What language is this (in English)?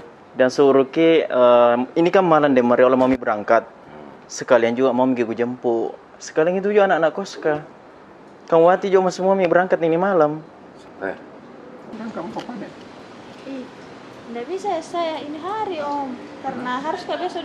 Makassar Malay